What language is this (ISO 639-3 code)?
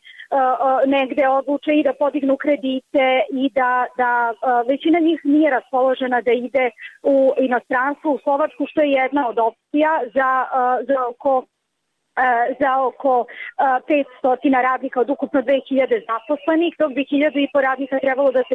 srp